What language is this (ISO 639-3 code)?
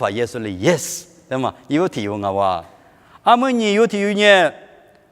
lis